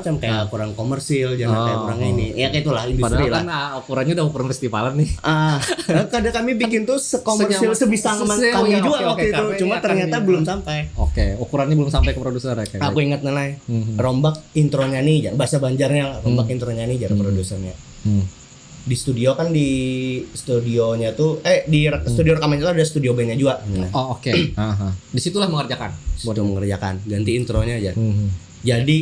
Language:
Banjar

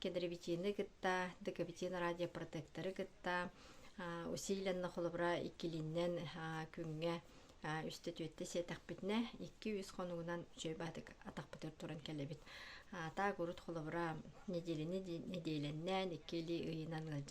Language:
Yakut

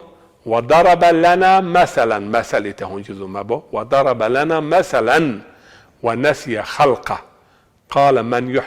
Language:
Zaza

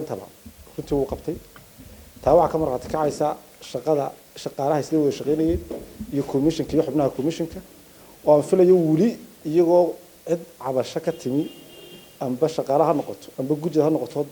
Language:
Somali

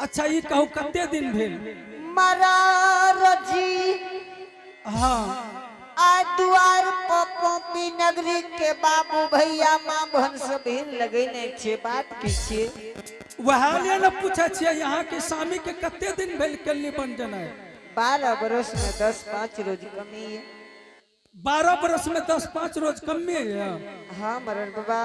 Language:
Angika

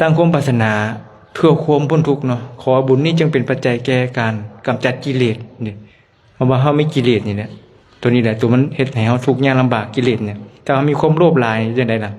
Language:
Lao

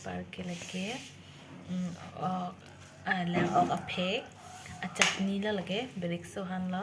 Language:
Karbi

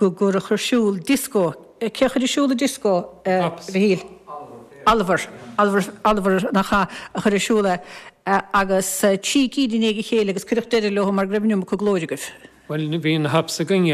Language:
Irish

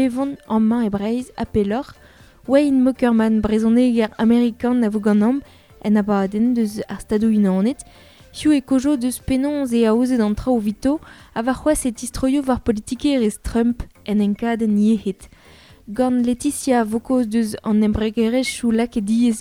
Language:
Breton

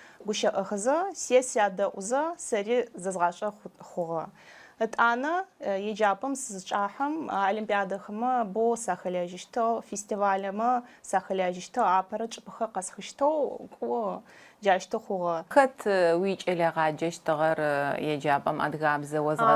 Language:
Adyghe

